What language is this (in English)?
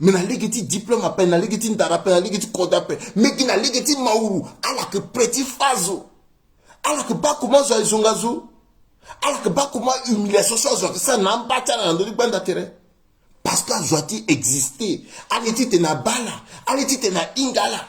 Sango